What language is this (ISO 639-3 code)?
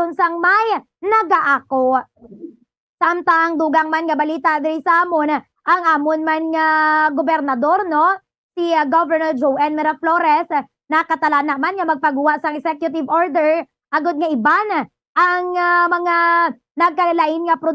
hil